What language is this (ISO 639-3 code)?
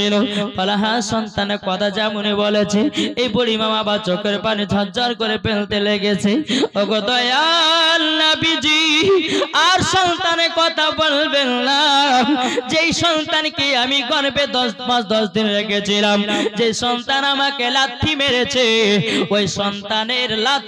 ben